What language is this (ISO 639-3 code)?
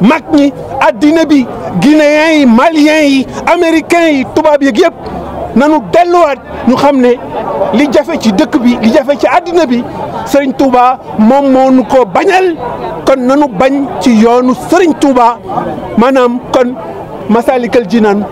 wol